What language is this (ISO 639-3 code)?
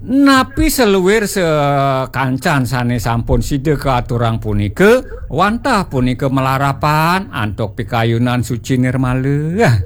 ban